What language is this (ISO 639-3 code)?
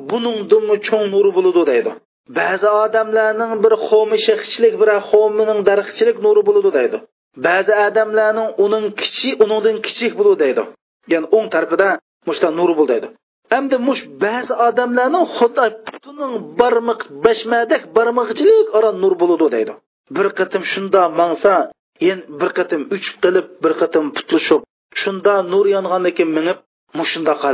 uig